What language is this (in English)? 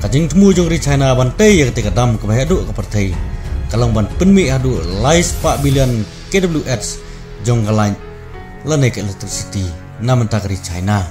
Khasi